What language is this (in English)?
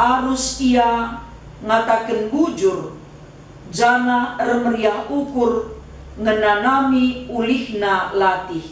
Batak Karo